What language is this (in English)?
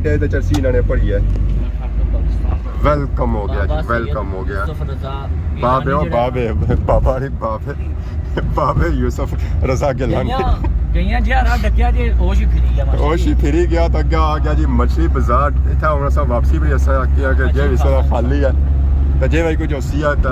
Pahari-Potwari